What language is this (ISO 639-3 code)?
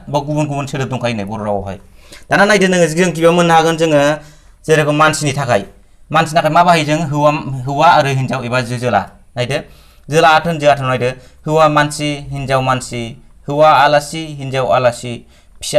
brx